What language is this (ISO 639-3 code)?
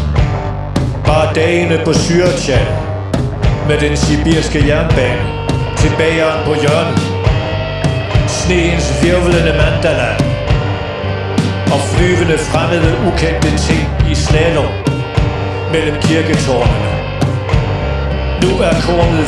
dan